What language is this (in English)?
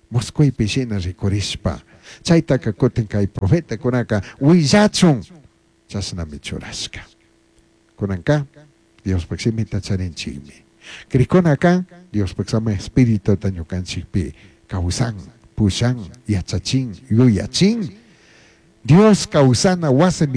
Chimborazo Highland Quichua